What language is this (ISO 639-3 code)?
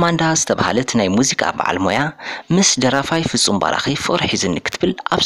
tir